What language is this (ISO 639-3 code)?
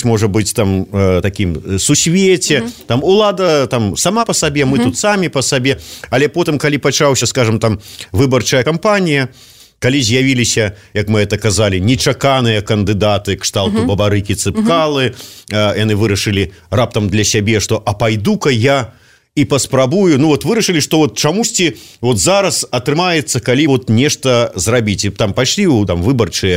bel